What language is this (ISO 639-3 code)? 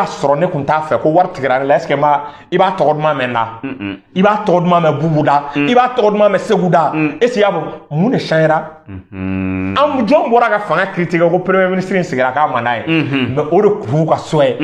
bam